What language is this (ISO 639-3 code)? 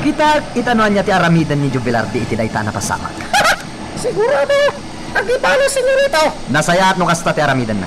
ilo